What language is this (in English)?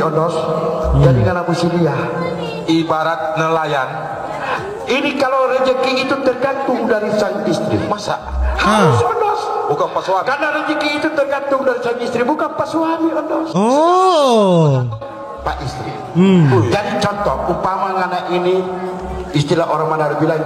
Manado Malay